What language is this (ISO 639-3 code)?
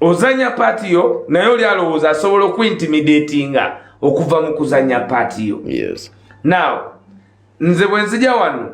lug